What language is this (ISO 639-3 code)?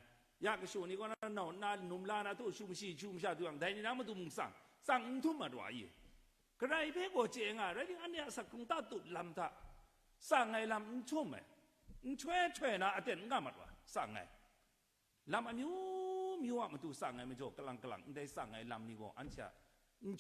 kac